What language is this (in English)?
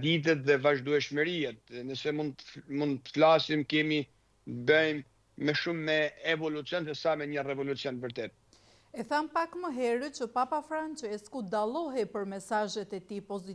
Albanian